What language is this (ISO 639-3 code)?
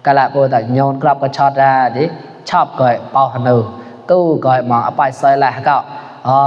mnw